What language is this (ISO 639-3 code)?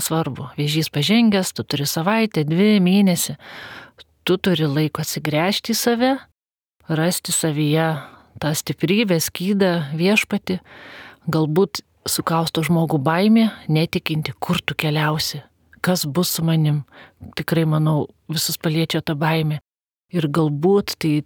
lit